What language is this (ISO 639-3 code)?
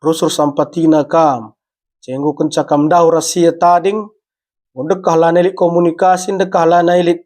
btx